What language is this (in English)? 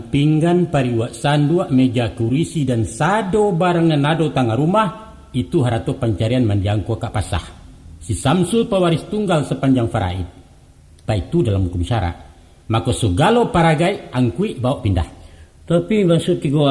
Minangkabau